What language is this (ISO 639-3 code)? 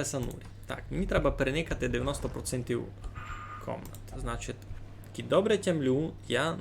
rue